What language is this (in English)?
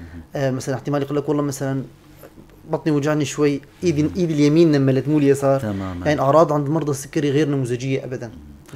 North Levantine Arabic